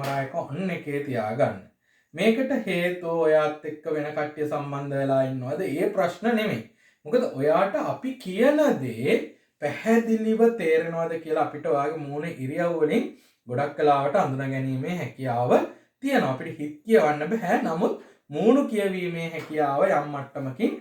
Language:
Sinhala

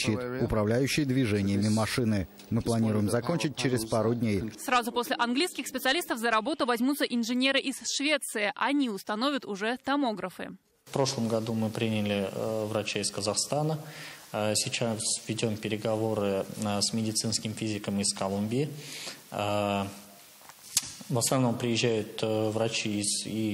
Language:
Russian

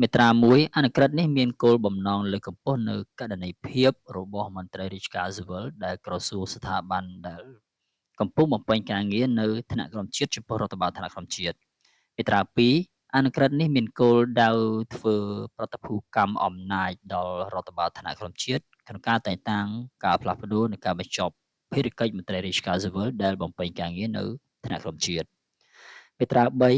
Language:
Khmer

